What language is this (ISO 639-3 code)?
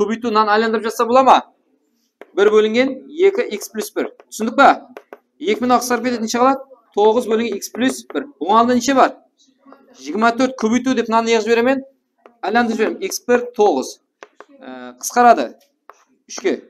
kaa